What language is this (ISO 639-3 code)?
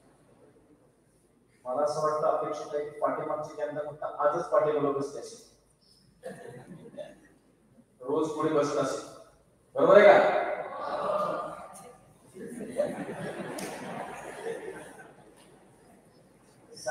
mar